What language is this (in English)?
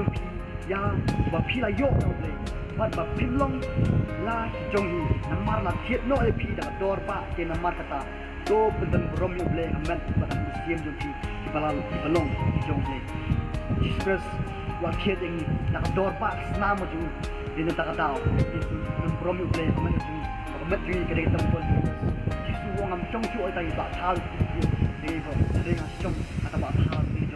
Khasi